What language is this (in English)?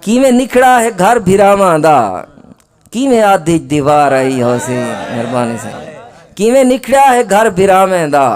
Saraiki